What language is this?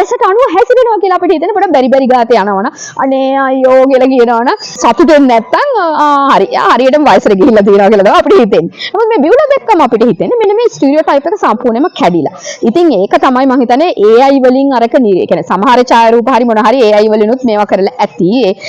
Sinhala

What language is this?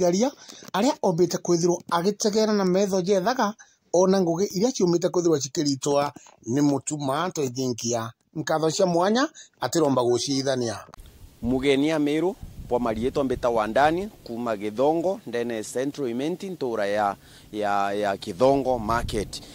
Meru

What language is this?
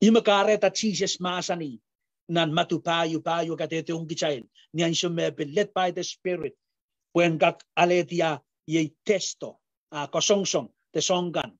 Pohnpeian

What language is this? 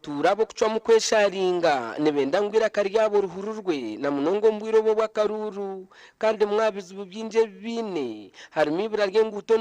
Nyankole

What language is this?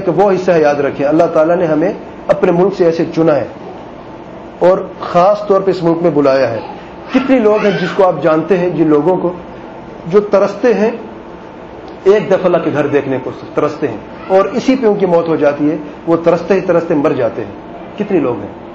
Urdu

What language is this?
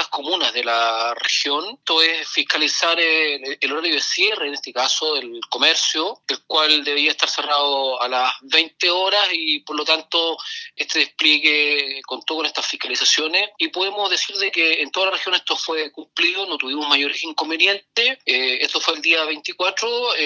Spanish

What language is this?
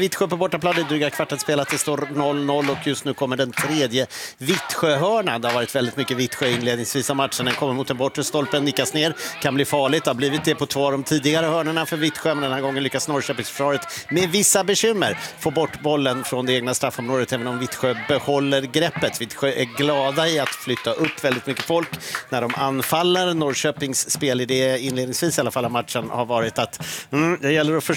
Swedish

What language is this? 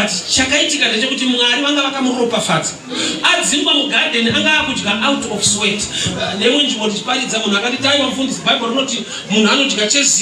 Shona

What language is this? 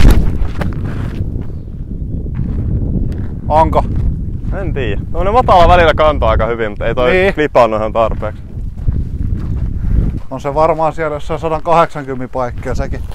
Finnish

